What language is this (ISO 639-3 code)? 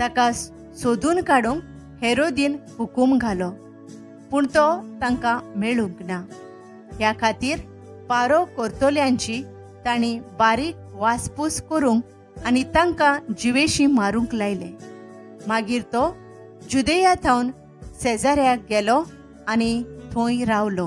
kok